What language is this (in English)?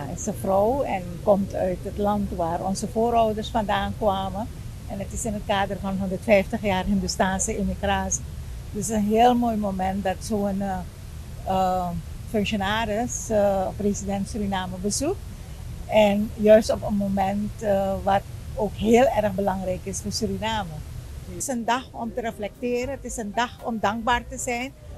Dutch